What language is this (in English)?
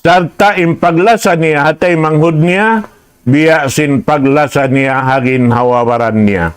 Tausug